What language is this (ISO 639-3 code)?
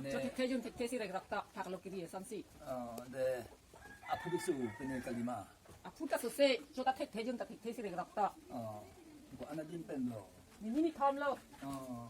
mjw